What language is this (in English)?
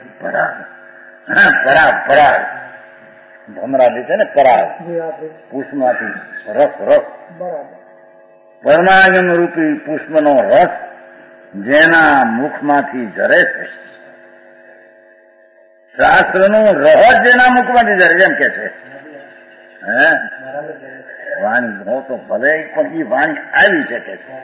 Gujarati